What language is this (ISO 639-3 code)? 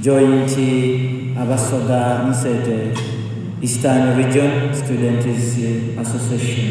xog